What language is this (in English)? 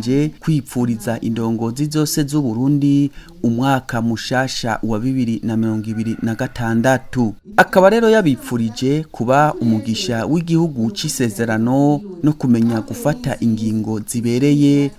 Rundi